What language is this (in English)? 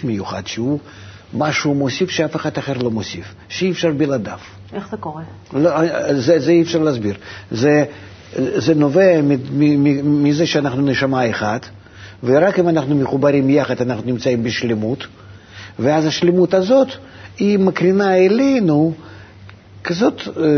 Hebrew